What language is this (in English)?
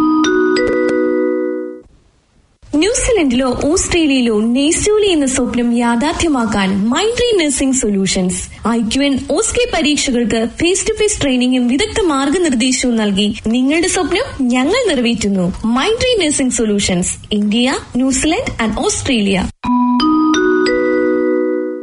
Malayalam